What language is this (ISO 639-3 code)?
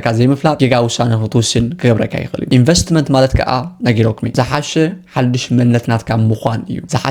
tir